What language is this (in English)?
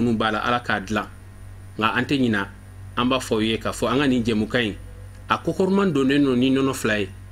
Bambara